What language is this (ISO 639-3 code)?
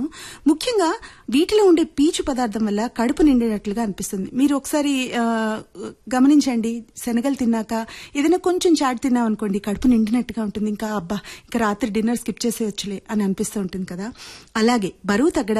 tel